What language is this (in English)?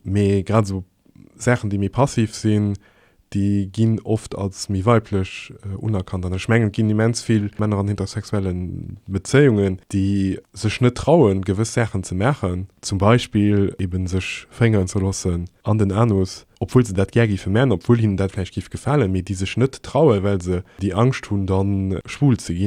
Luxembourgish